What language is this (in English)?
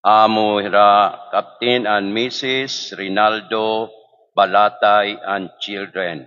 Waray